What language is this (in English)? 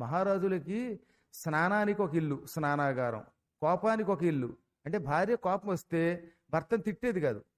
Telugu